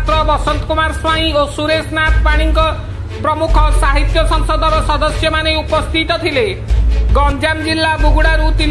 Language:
Odia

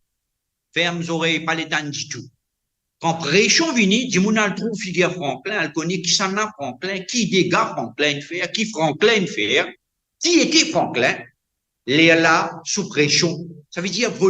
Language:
Morisyen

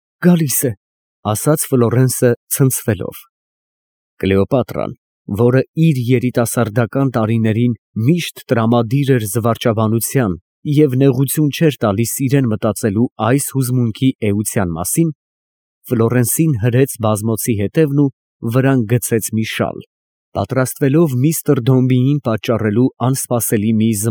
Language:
Armenian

